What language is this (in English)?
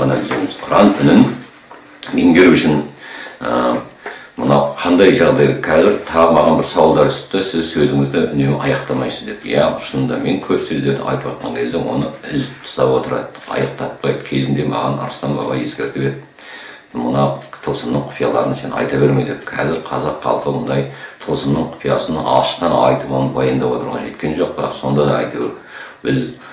Kazakh